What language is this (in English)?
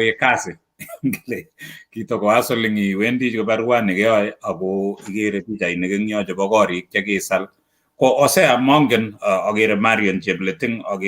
Kalenjin